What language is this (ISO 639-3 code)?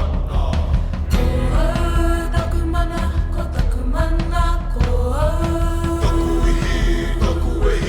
mri